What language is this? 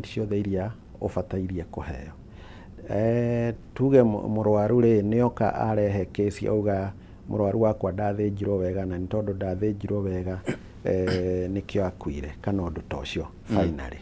Kikuyu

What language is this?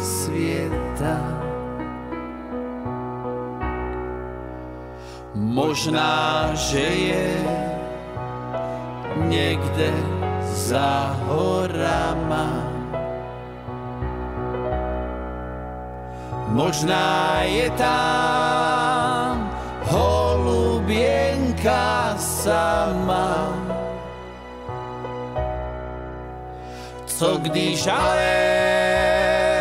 Slovak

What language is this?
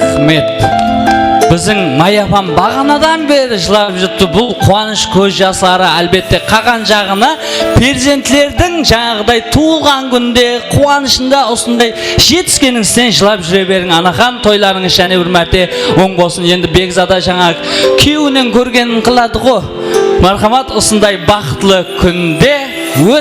Kara-Kalpak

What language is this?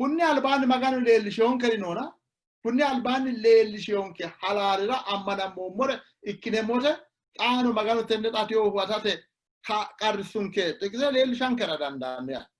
Sidamo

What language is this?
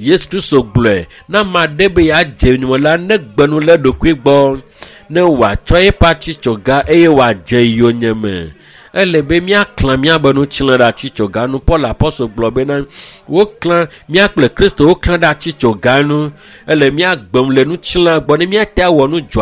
Ewe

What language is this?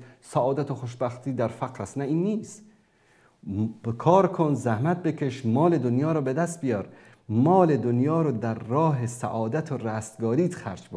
Persian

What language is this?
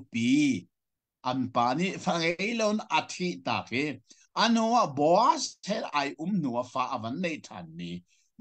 Hakha Chin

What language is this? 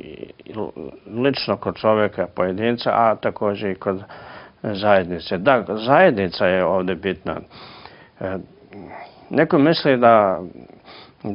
Serbian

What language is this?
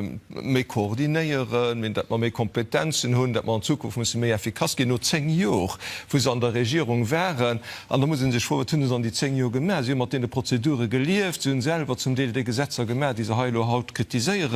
Luxembourgish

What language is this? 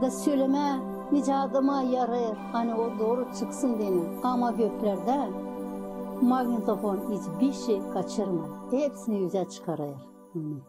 Gagauz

